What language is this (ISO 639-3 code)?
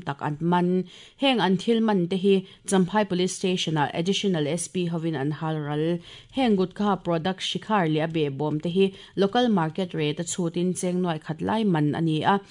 lus